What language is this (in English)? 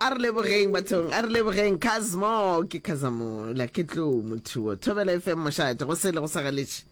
Northern Sotho